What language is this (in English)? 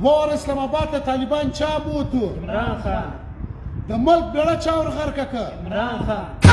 Pashto